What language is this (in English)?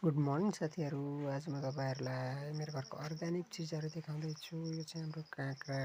Nepali